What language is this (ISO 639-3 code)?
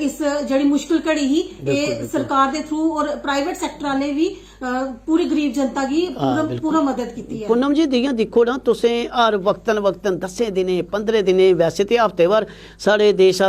doi